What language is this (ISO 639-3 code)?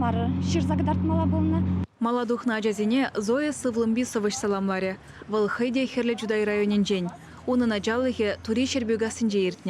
chv